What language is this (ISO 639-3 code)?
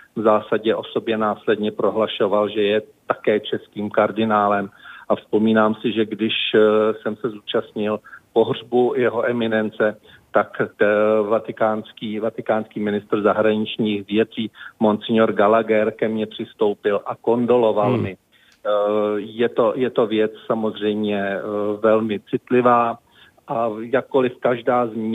ces